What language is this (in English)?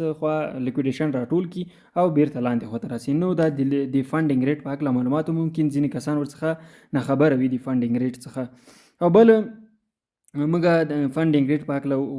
Pashto